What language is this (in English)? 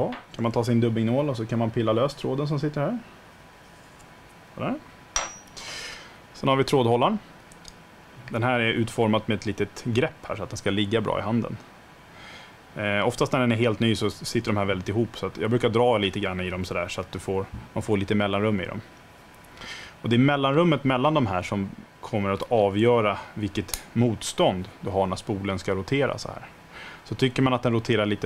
Swedish